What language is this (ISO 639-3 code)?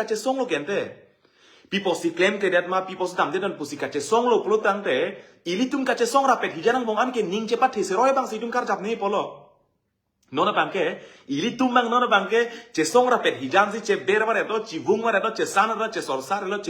mjw